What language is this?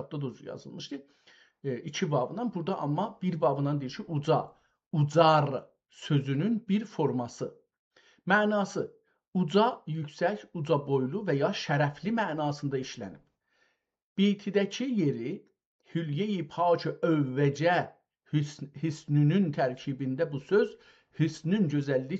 South Azerbaijani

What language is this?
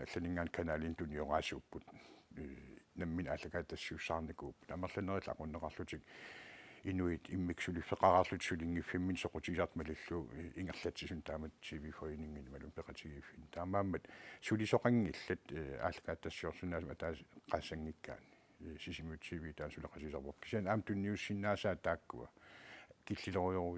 Kalaallisut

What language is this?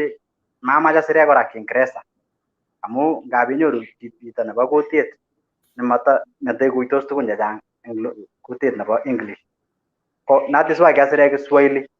Kalenjin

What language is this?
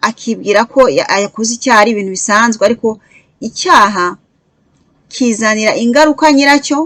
Kinyarwanda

